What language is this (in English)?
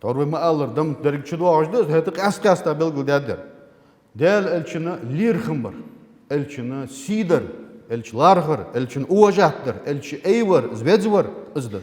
Ingush